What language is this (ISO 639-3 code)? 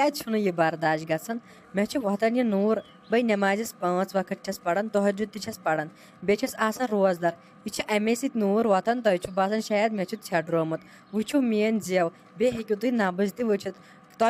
kas